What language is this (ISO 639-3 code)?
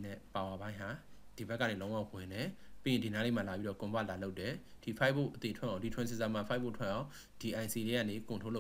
mya